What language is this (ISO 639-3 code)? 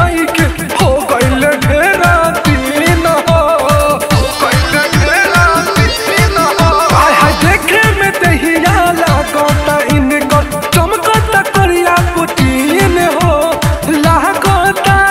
bho